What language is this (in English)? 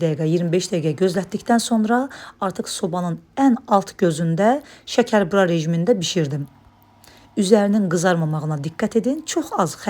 Azerbaijani